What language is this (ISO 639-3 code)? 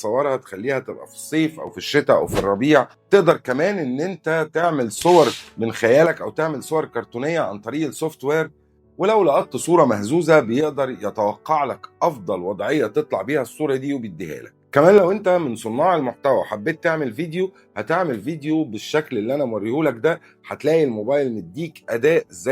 arz